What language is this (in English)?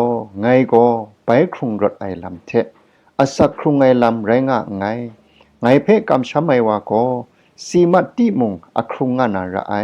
Kachin